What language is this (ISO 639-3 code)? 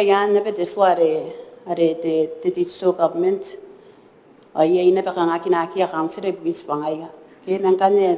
gil